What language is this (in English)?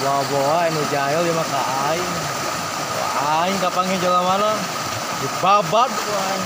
Sundanese